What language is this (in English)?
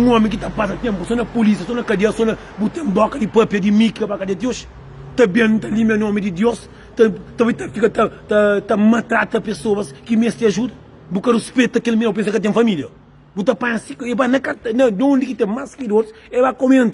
Kabuverdianu